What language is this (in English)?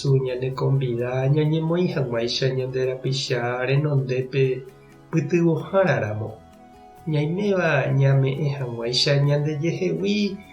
Guarani